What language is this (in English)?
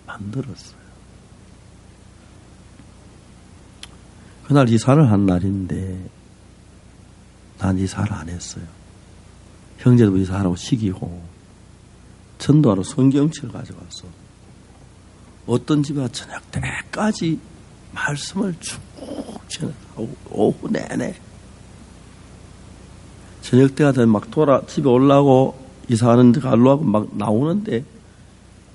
Korean